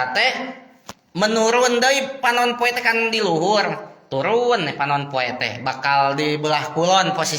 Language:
Sundanese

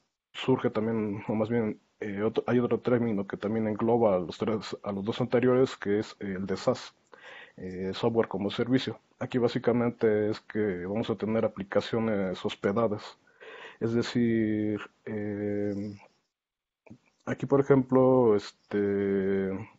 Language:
Spanish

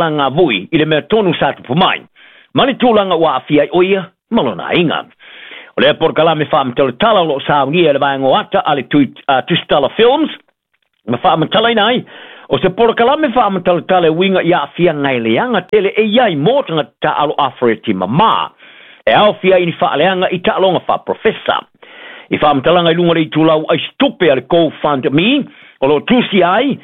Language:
Samoan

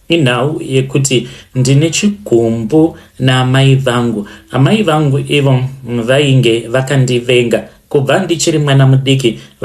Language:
Shona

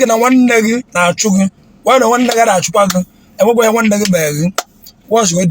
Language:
Igbo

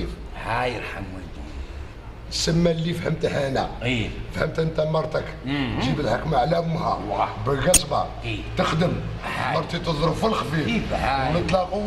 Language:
Algerian Arabic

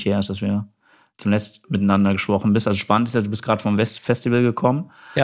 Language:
German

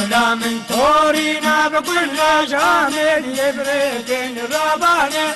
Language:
Kurdish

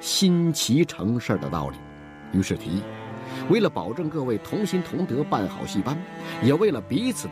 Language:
Chinese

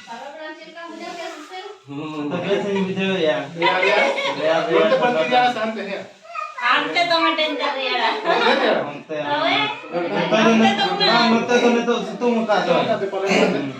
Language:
Santali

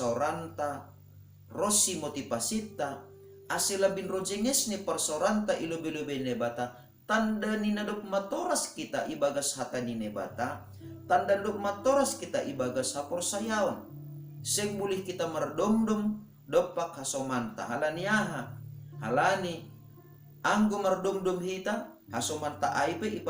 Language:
Batak Simalungun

